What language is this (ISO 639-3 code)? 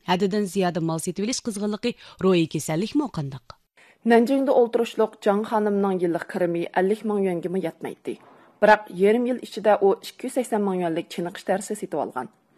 uig